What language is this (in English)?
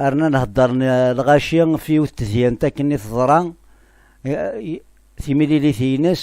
Kabyle